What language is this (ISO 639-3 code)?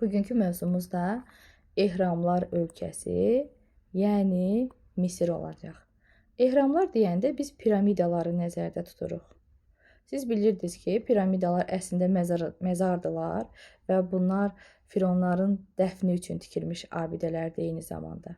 aze